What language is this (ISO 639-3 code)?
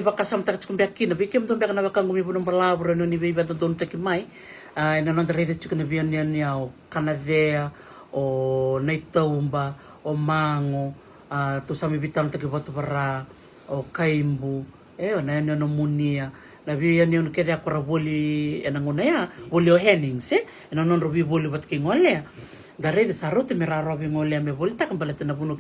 fij